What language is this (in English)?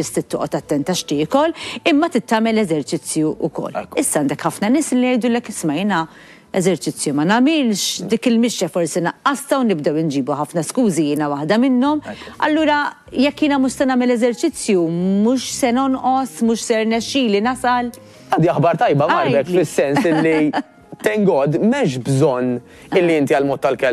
Maltese